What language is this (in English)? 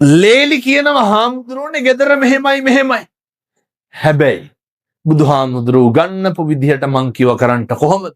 Sinhala